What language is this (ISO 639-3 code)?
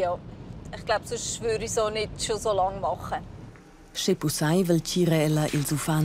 roh